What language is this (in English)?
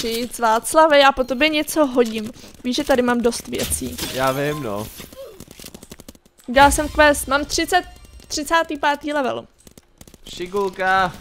Czech